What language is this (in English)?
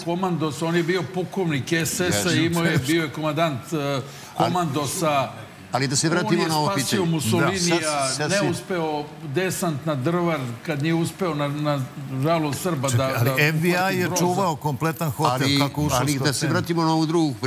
Serbian